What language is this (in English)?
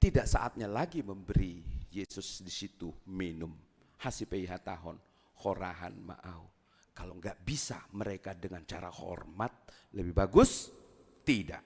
Batak Simalungun